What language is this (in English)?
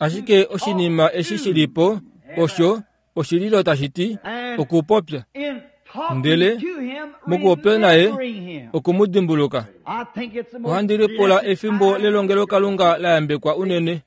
Kuanyama